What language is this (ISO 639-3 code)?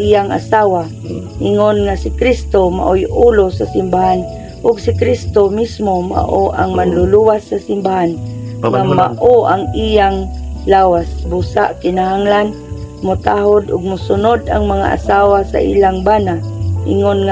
ceb